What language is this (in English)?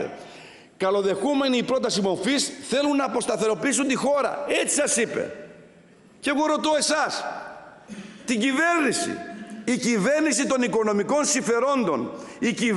Greek